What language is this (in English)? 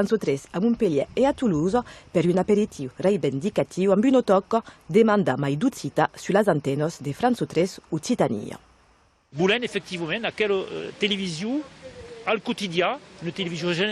Occitan